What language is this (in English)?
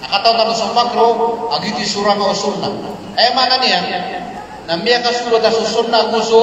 Maranao